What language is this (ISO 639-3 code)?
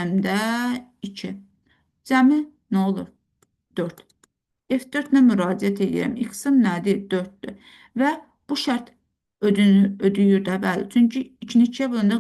aze